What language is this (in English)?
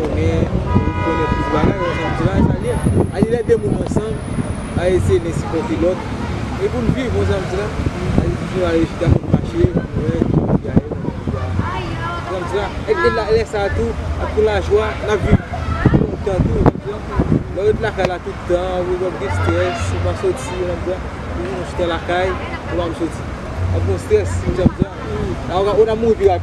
Haitian Creole